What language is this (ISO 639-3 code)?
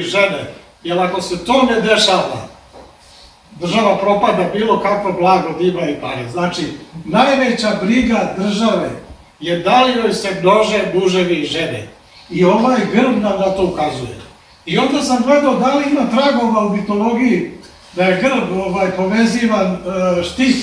srp